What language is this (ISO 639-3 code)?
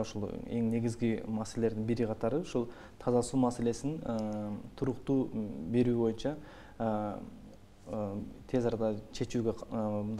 kir